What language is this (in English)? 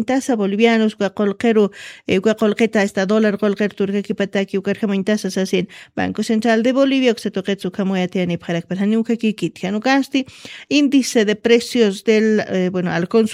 Aymara